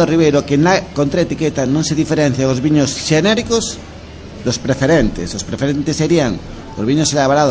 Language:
Galician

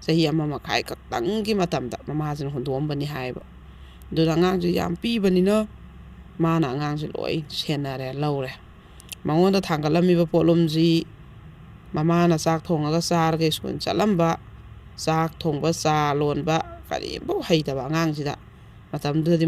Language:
Manipuri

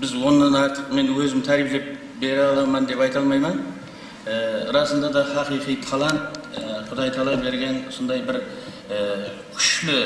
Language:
Kara-Kalpak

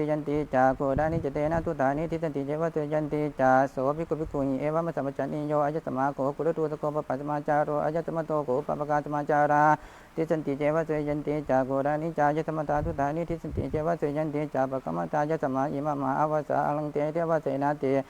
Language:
Pali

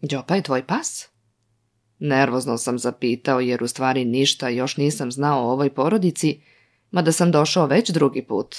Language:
Serbian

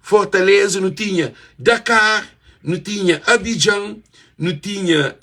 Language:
Kabuverdianu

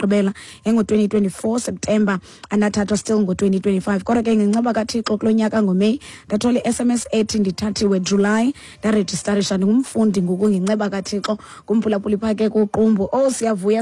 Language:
Xhosa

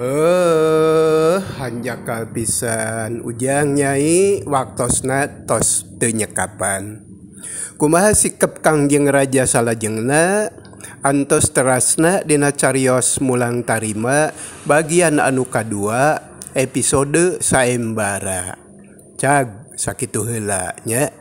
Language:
Sundanese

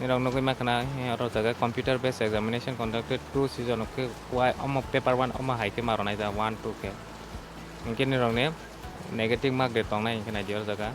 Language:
Kok Borok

